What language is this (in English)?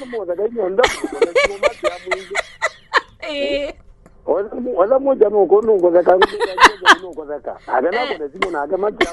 Kamba